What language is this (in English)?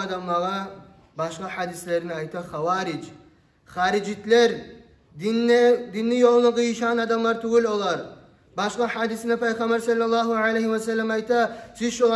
Kumyk